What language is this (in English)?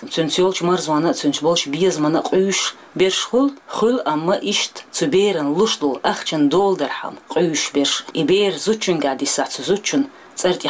Chechen